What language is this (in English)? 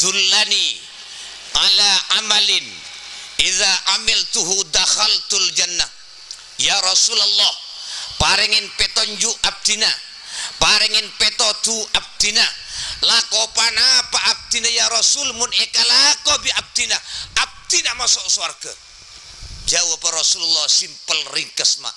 Madurese